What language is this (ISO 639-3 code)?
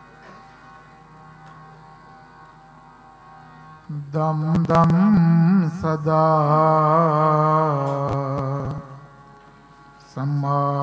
pan